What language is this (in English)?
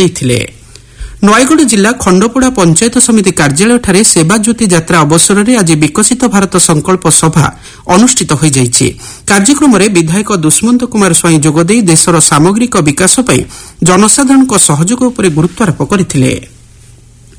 Odia